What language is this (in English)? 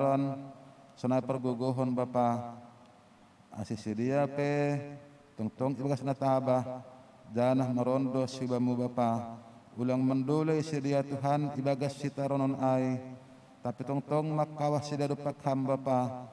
Batak Simalungun